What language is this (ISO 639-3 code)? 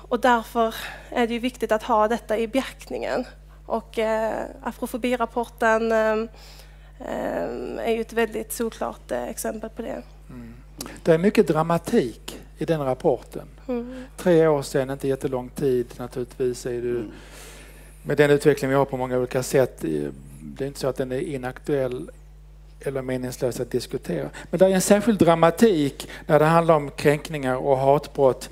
swe